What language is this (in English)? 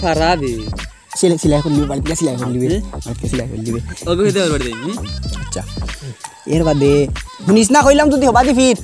Sylheti